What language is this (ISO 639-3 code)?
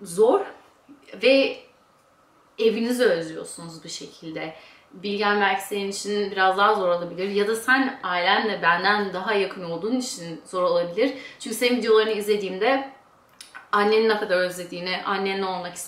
tur